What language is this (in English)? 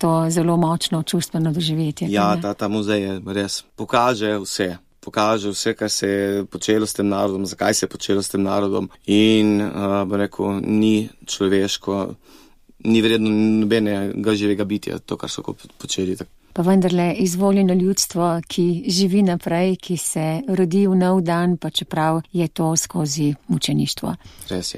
Slovenian